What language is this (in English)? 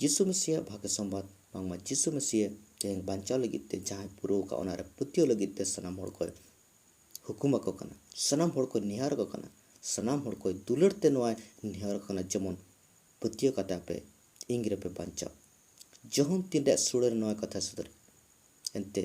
Santali